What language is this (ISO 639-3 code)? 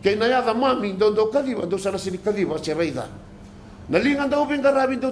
fij